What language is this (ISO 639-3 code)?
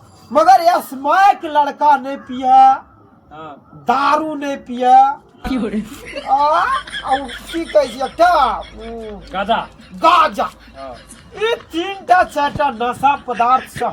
mai